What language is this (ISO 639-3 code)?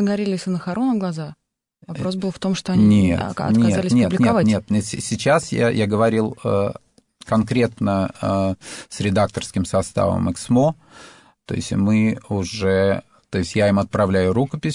rus